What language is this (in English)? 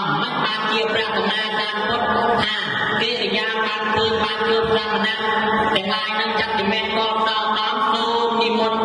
Khmer